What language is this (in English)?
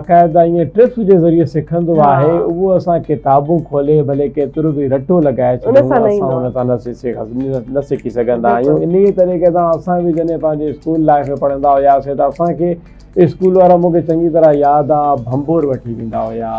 Sindhi